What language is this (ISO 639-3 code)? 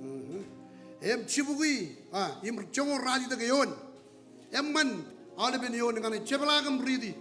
mah